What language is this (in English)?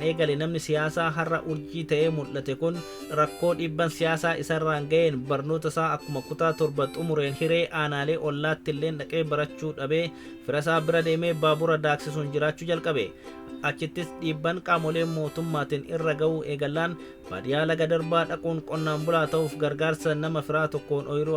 Oromo